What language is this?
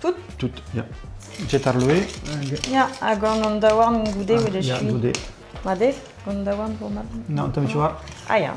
Breton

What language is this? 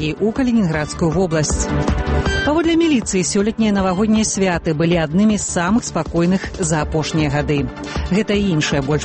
Belarusian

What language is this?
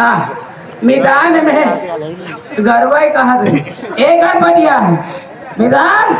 Chhattisgarhi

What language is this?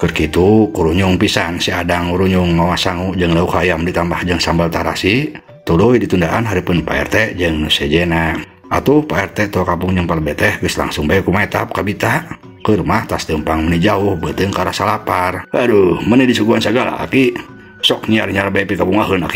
Sundanese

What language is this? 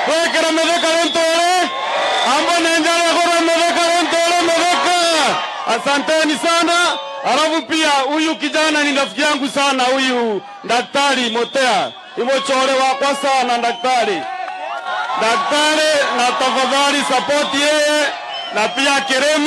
Swahili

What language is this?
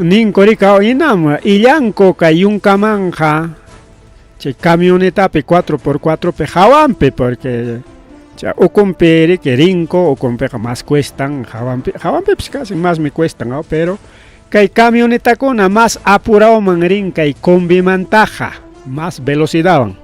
Ayacucho Quechua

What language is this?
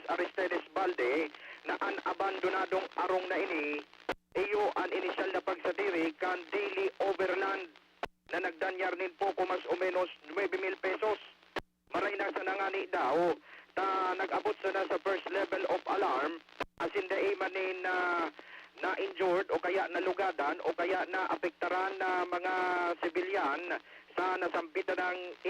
Bikol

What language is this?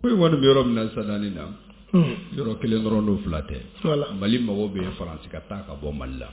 Bambara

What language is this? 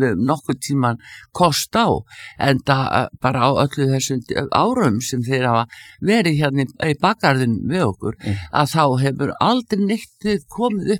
Icelandic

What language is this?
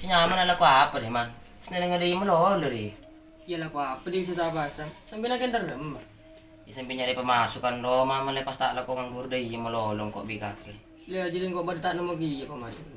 Madurese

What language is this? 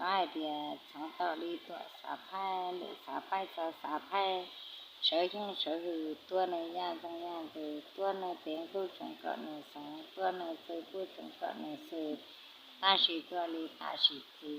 Hmong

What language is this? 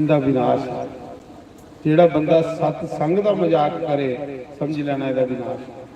Dogri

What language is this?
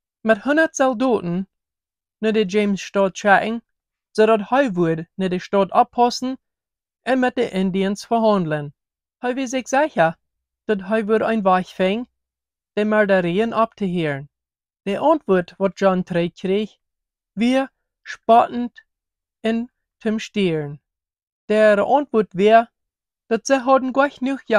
Plautdietsch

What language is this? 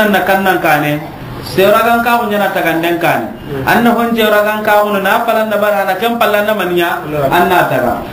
Soninke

